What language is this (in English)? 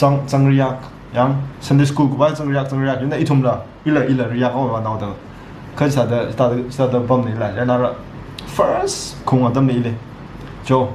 Tangkhul Naga (India)